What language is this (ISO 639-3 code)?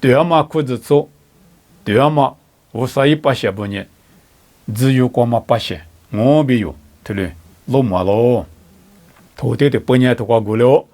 lis